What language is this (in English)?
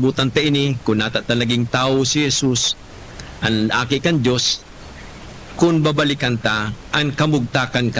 Bikol